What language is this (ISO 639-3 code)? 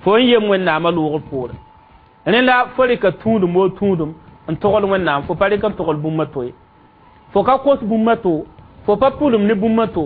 mos